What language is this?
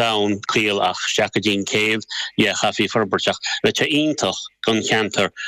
Irish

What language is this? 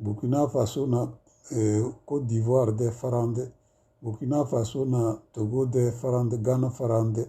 Tem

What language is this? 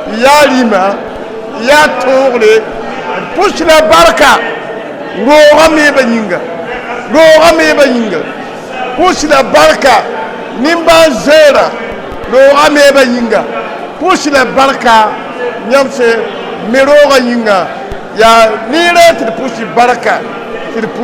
Mossi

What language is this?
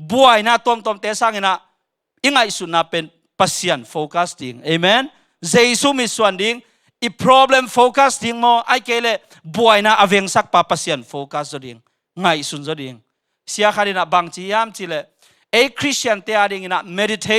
Tedim Chin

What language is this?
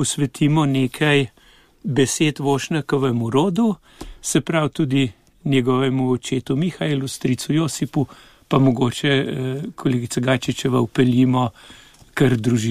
Slovenian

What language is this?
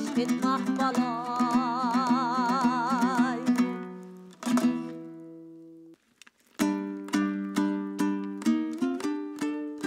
Kazakh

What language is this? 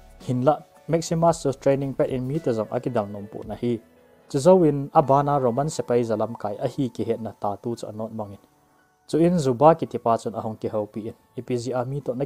Thado Chin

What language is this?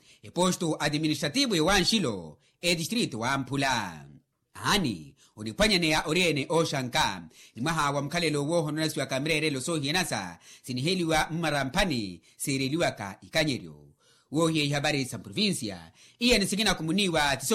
Makhuwa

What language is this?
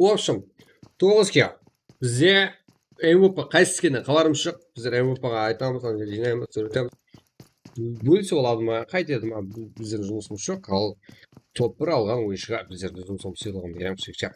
Kara-Kalpak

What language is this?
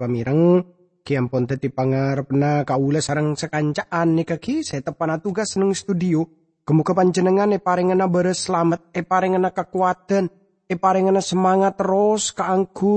Madurese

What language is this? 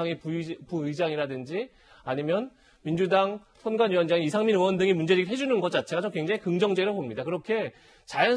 Korean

